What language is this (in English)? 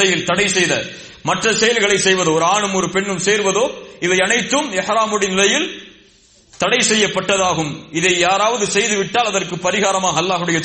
Tamil